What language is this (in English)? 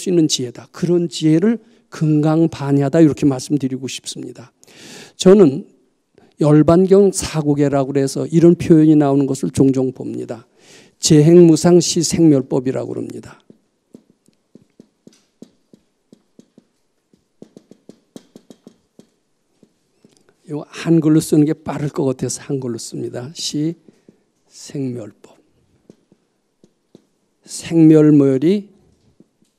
Korean